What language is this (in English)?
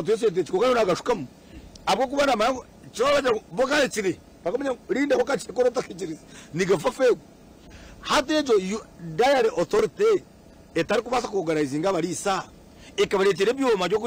Nyankole